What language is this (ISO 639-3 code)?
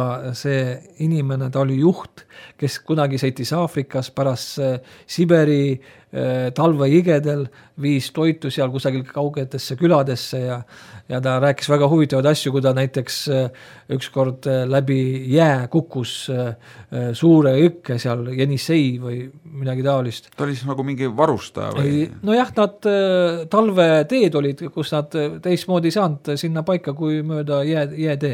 est